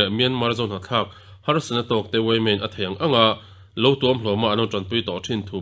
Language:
Mizo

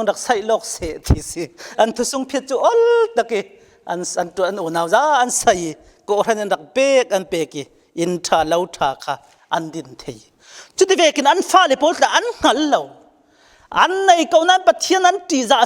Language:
Falam Chin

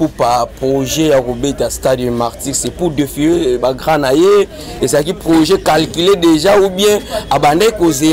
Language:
Lingala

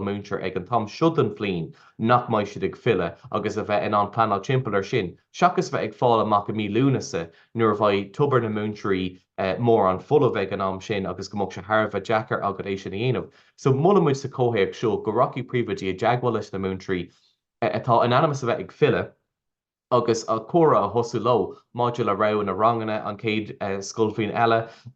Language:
Irish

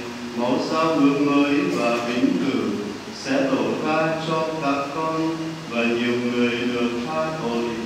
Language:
Vietnamese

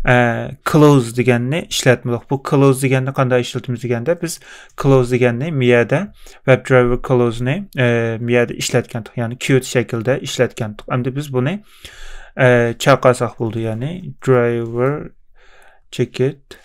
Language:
Uyghur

